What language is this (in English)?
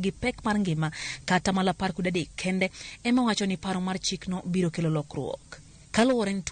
Luo (Kenya and Tanzania)